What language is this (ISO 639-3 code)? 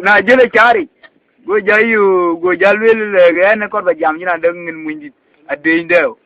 din